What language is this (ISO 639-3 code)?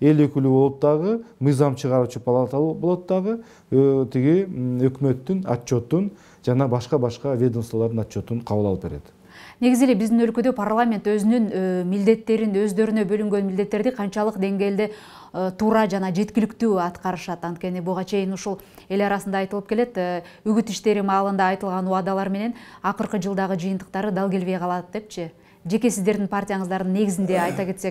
kir